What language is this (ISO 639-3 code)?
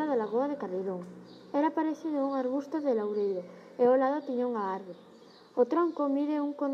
glg